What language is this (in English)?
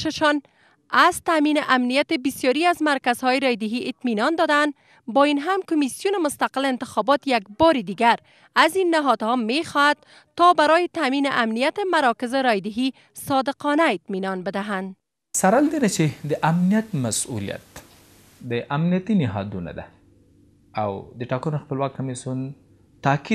Persian